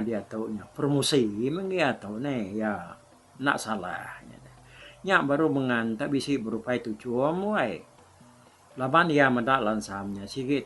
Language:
Iban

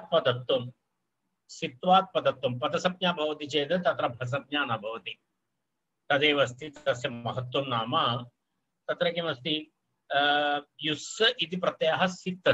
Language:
Sanskrit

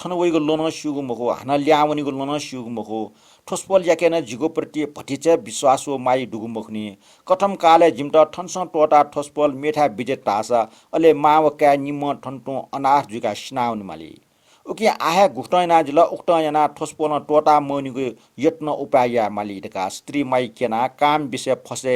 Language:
Newari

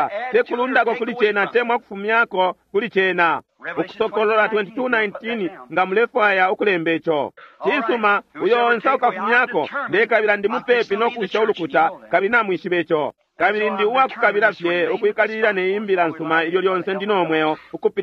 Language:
Bemba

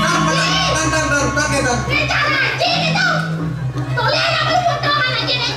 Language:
Balinese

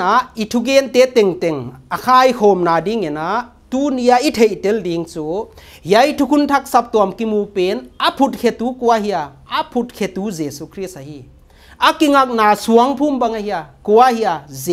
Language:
Paite Chin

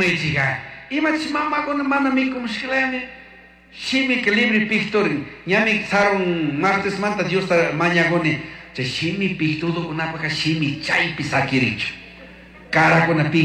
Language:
Chimborazo Highland Quichua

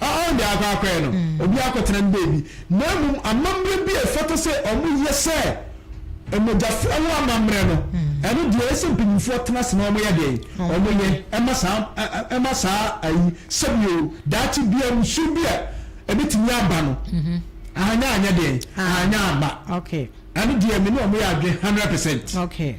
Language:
Akan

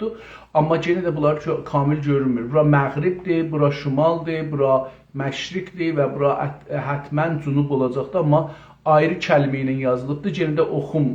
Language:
South Azerbaijani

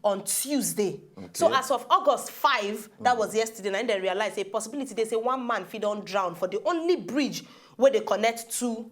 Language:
Nigerian Pidgin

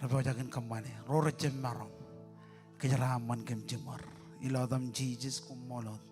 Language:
Marshallese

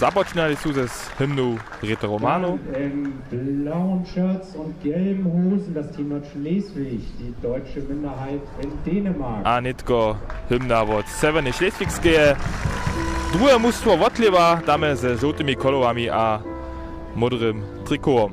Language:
Upper Sorbian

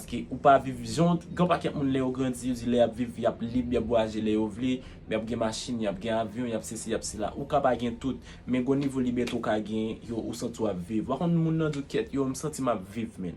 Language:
Haitian Creole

